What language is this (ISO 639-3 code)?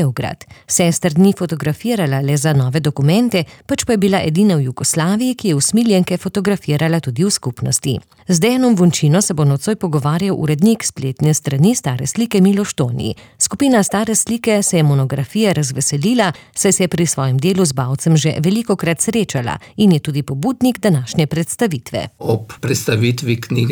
slv